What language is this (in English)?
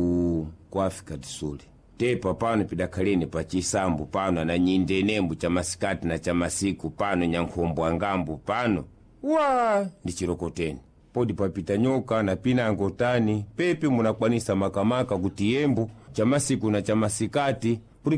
Sena